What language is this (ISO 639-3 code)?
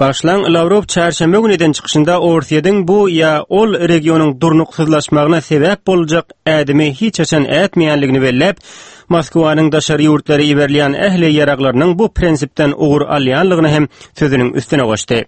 tuk